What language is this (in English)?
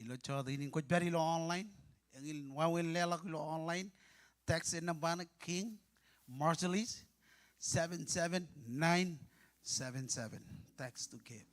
Marshallese